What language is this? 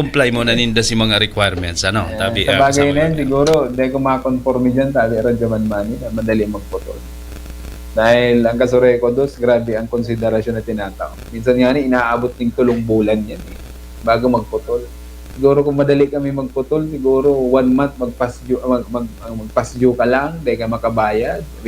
Bikol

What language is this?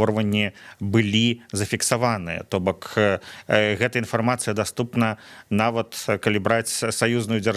Belarusian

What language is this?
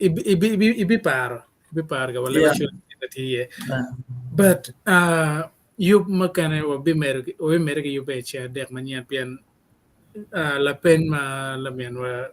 Acoli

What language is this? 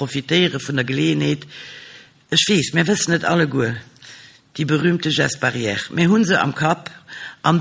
Luxembourgish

